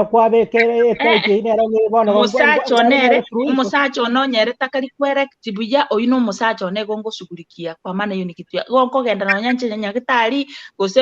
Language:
Gusii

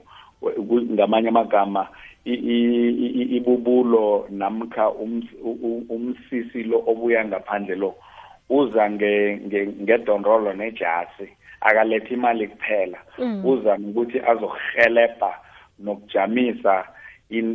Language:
South Ndebele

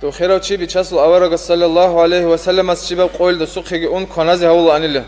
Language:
Avaric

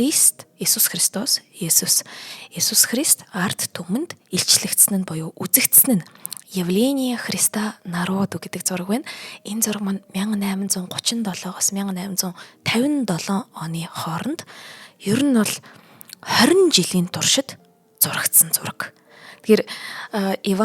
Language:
Mongolian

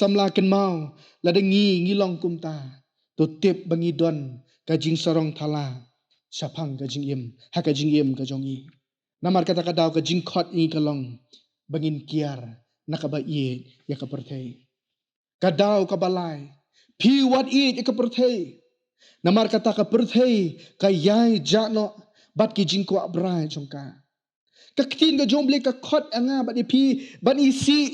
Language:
Khasi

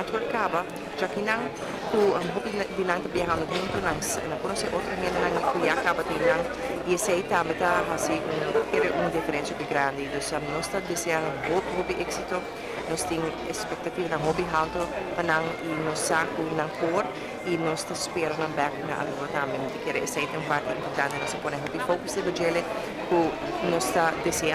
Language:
Papiamento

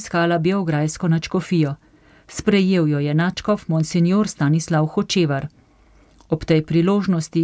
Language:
Slovenian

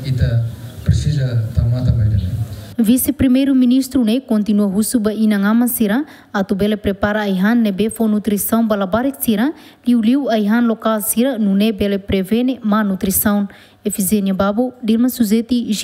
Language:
Tetum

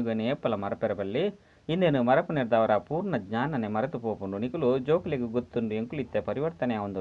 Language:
Tulu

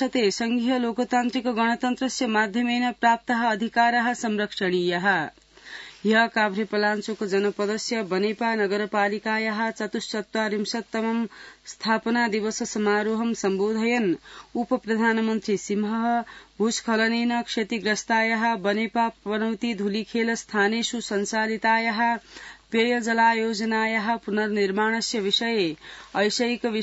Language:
Sanskrit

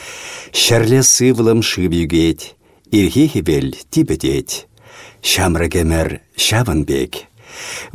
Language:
Chuvash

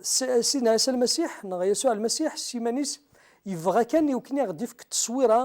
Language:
Kabyle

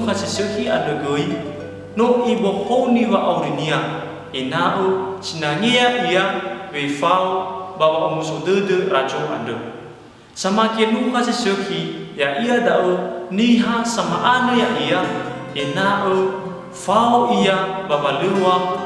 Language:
Nias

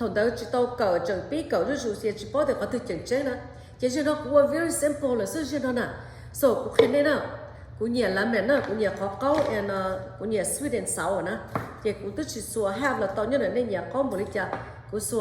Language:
Hmong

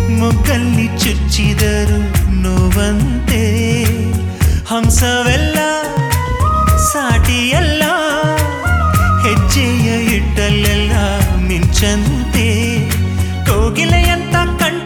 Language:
Kannada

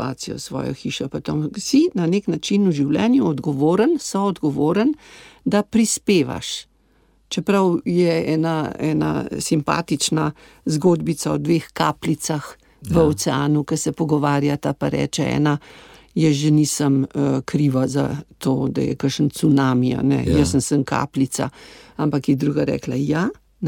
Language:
Slovenian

